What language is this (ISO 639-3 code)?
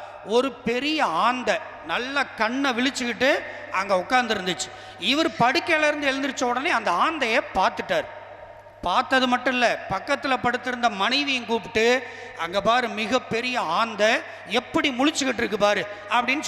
tam